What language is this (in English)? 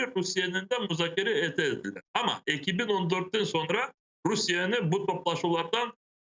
Crimean Tatar